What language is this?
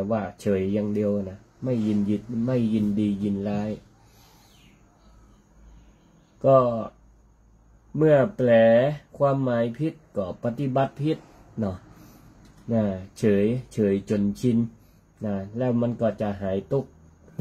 Thai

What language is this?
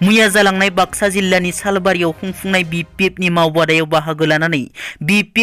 Bodo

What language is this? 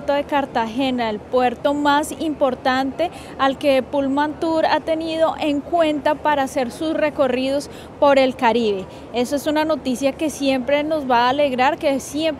Spanish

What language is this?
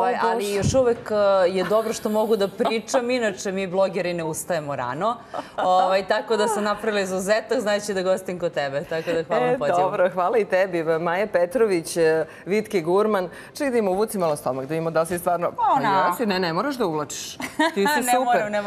Serbian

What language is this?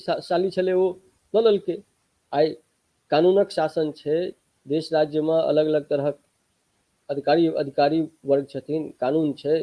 Maithili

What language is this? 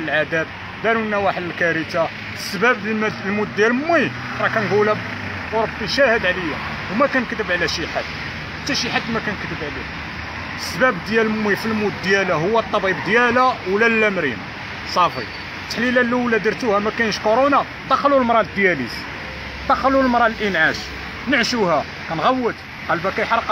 Moroccan Arabic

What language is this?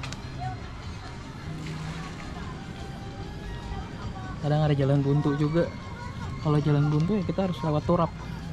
Indonesian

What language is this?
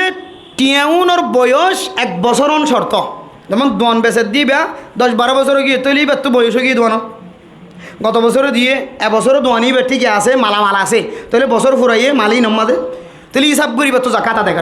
Rohingya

